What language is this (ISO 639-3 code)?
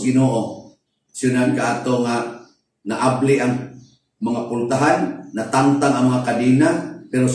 ceb